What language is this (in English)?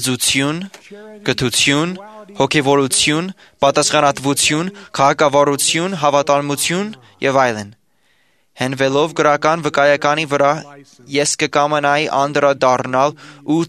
Armenian